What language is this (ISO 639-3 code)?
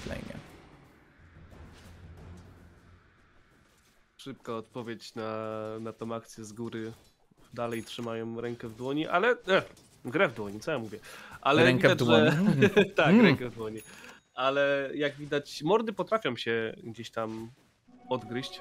pol